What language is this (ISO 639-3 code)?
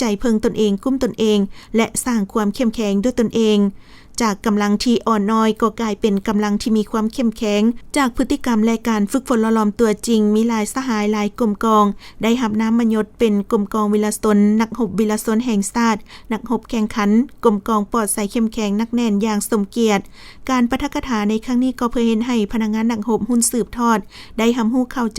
lao